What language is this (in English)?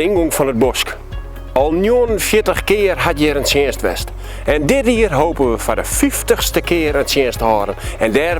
Western Frisian